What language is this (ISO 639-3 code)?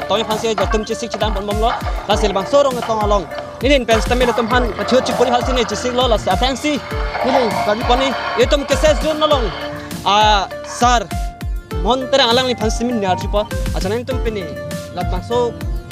mjw